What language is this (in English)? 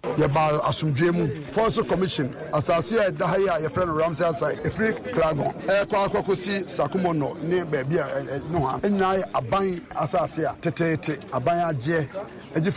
Akan